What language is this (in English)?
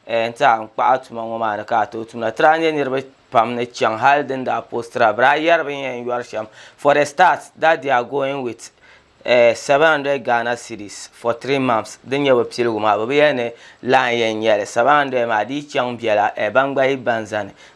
Dagbani